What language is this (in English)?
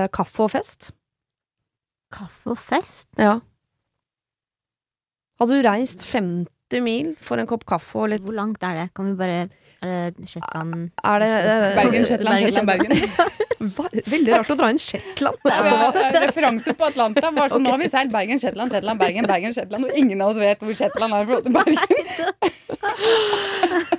Norwegian